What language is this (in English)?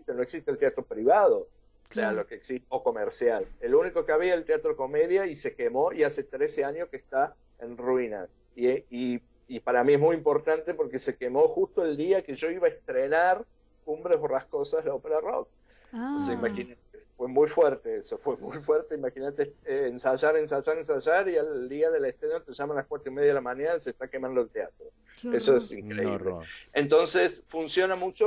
Spanish